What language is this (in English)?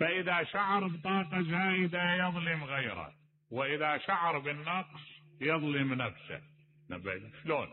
Mesopotamian Arabic